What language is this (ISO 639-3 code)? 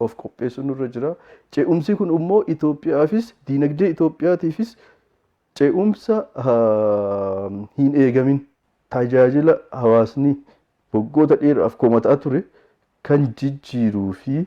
orm